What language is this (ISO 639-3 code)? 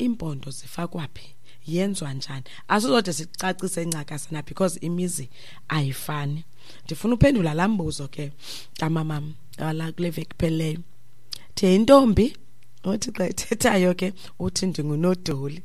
xho